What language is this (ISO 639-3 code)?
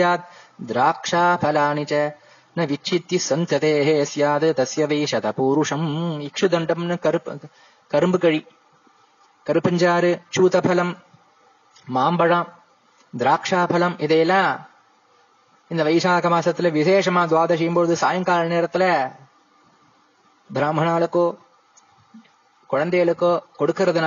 tam